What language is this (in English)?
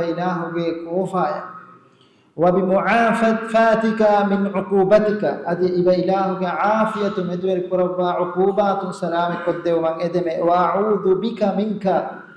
Divehi